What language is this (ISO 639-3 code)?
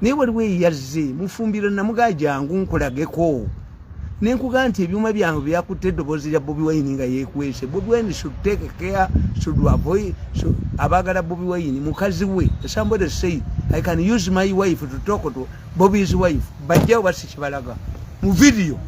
lug